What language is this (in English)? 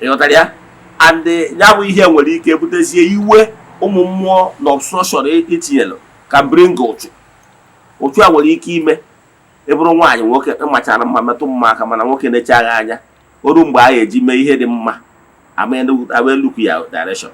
Igbo